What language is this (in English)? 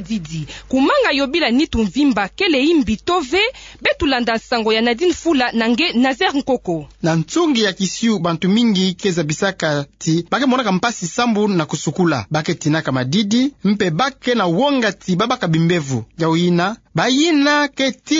Kituba (Democratic Republic of Congo)